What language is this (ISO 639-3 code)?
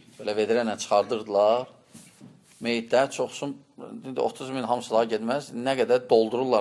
aze